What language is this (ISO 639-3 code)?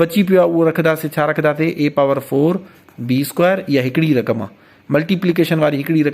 snd